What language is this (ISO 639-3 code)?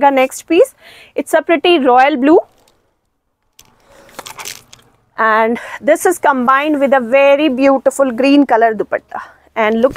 hin